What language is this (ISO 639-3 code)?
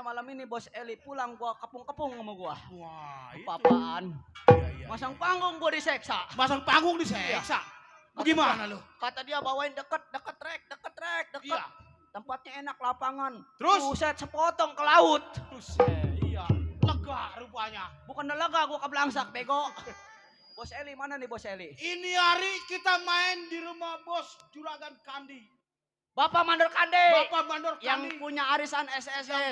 bew